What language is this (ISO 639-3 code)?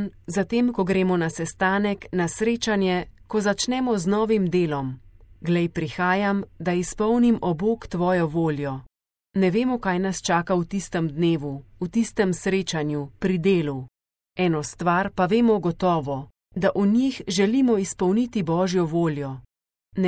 slv